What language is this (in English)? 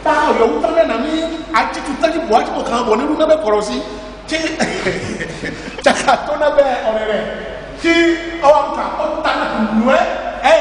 Ifè